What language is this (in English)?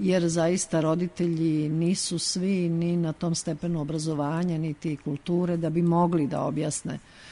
Serbian